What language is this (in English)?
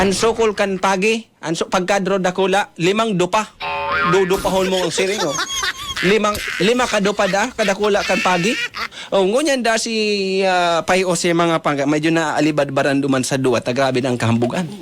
Bikol